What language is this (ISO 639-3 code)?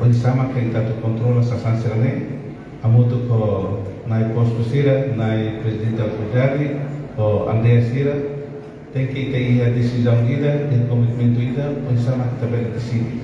tet